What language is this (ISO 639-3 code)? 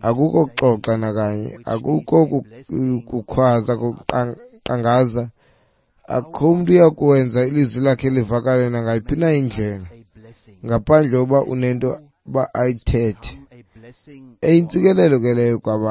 xho